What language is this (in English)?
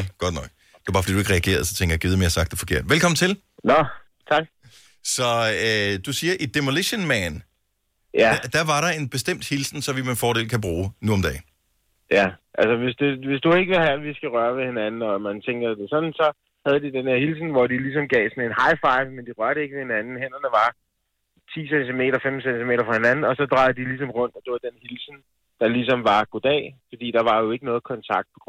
Danish